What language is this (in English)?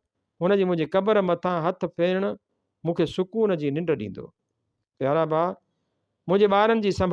Sindhi